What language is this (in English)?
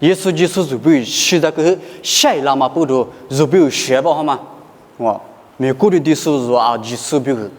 Lisu